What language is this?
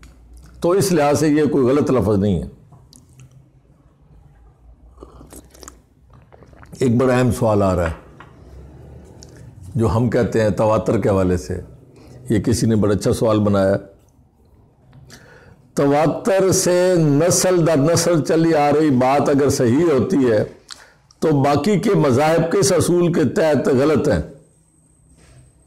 Urdu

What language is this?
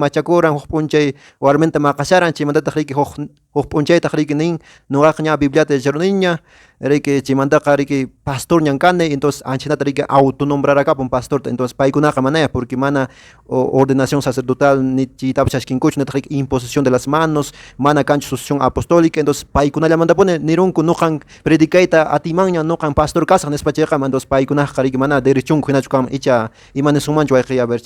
Quechua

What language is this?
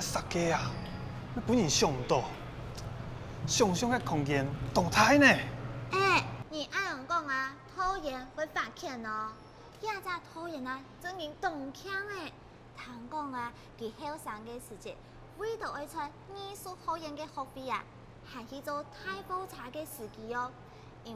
Hakka Chinese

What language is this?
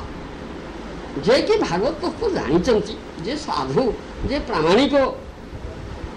Odia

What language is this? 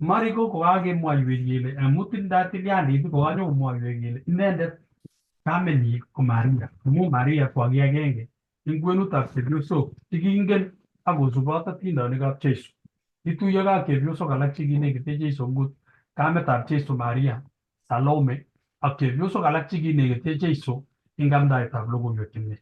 Kalenjin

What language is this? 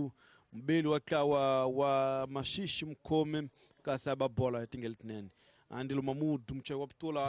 Tsonga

